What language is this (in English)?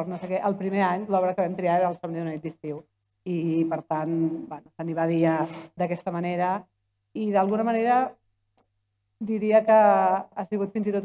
Catalan